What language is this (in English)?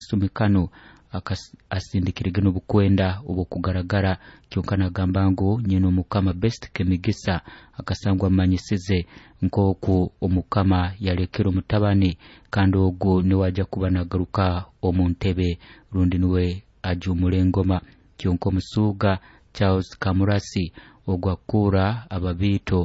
Nyoro